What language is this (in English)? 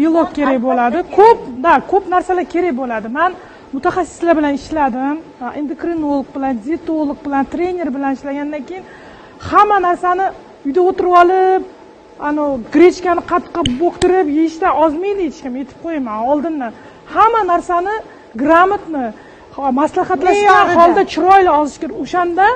Uzbek